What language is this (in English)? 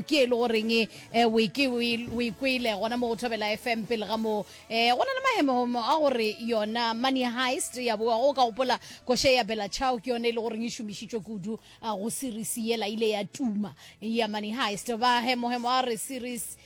Northern Sotho